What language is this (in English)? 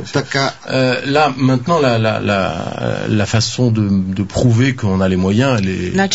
Bulgarian